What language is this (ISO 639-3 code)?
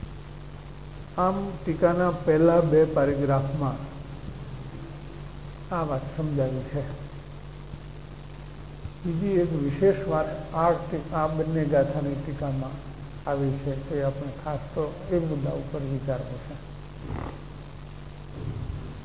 guj